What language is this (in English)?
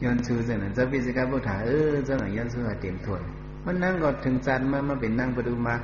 Shan